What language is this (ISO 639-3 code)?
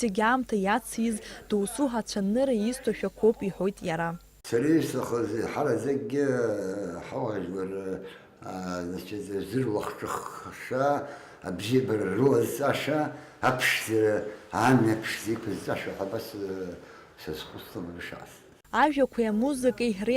abk